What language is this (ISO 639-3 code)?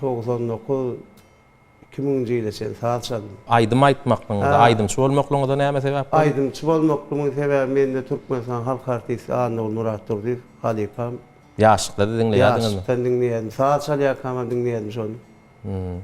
tuk